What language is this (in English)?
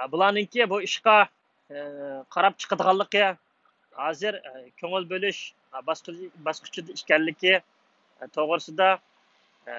Uyghur